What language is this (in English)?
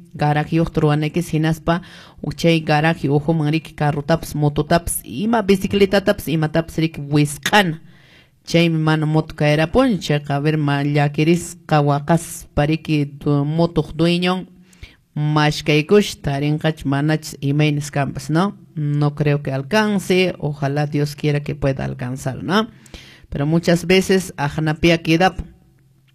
Quechua